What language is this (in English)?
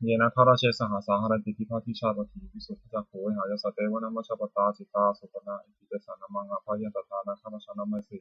Pali